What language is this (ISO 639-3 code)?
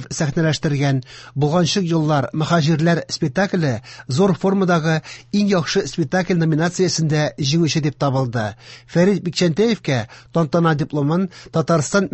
tat